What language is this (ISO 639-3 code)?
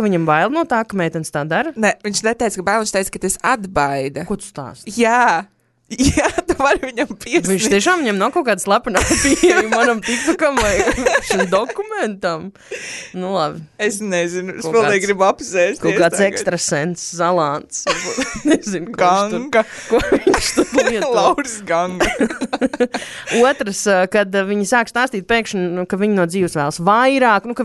lav